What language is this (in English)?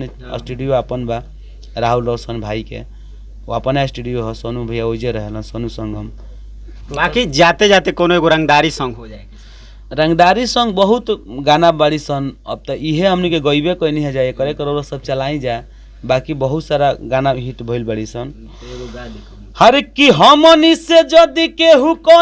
Bhojpuri